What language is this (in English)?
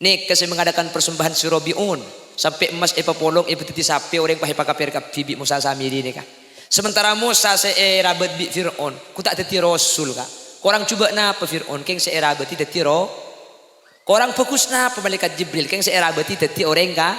Madurese